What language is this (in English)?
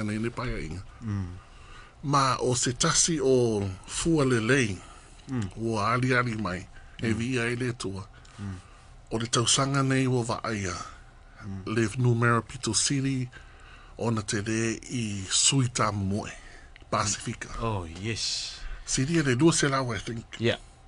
Samoan